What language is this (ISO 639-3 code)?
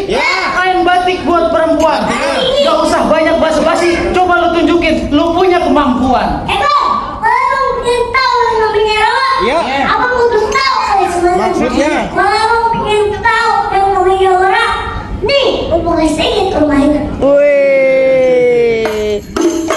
bew